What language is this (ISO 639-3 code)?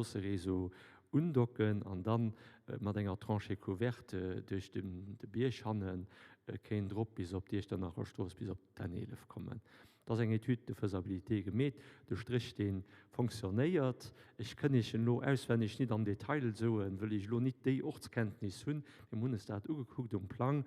ltz